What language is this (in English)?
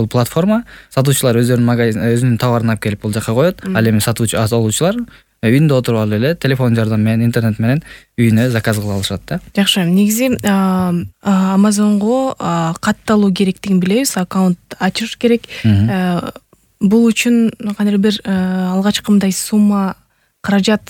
Kyrgyz